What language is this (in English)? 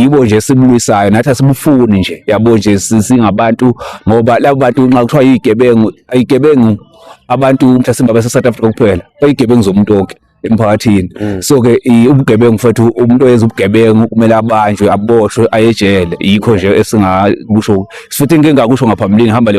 Zulu